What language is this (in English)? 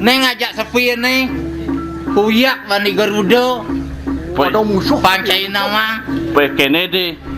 Balinese